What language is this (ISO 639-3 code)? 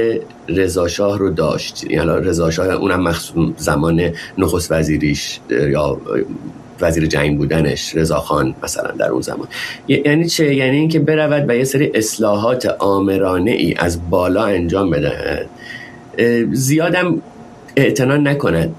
fas